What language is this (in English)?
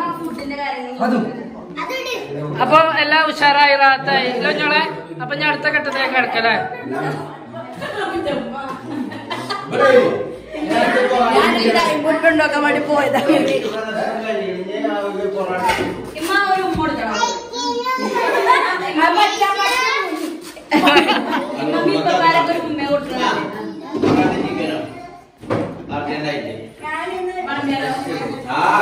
Malayalam